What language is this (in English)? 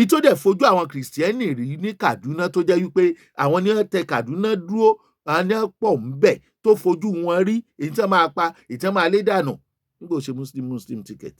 Yoruba